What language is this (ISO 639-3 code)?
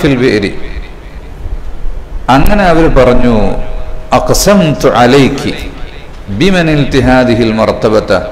mal